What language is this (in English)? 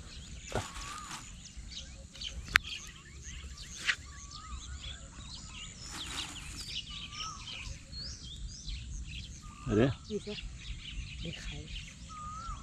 Swedish